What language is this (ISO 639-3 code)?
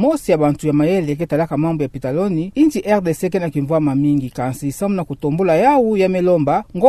ktu